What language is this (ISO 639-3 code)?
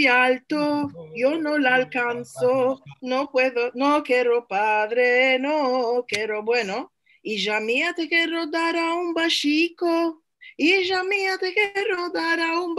lad